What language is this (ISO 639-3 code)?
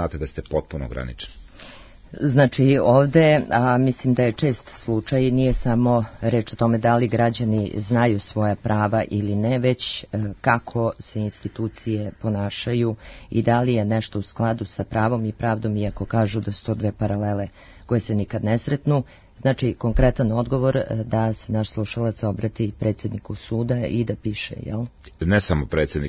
srp